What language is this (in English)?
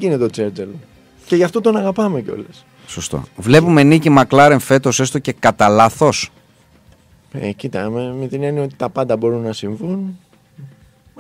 Greek